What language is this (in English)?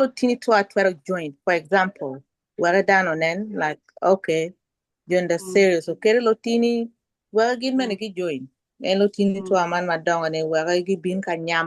Acoli